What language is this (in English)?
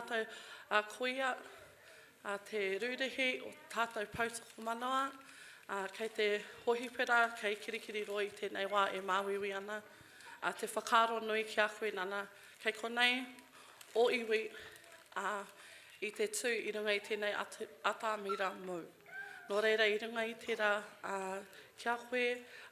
Māori